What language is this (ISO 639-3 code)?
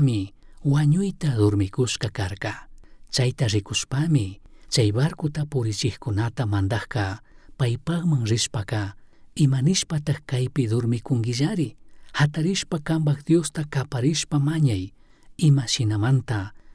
qug